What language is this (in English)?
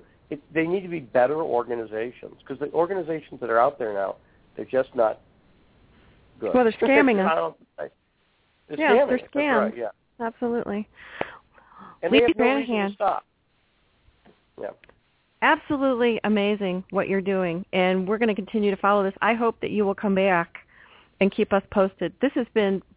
English